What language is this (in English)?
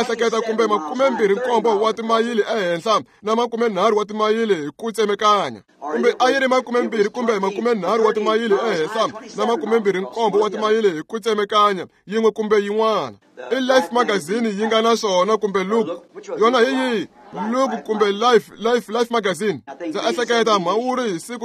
Tsonga